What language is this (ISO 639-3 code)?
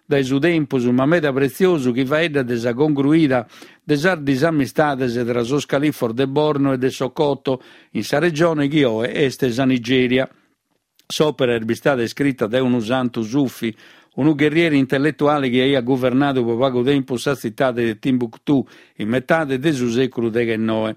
srd